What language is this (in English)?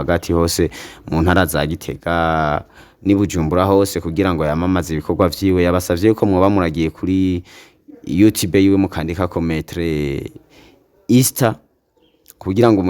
Rundi